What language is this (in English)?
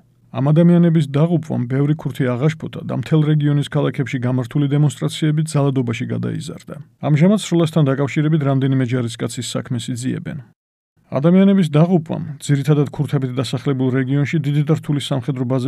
Georgian